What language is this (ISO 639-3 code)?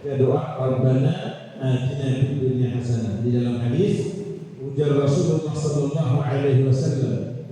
bjn